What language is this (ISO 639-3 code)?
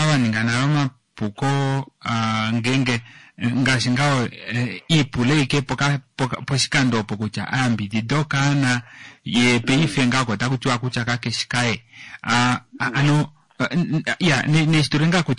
kua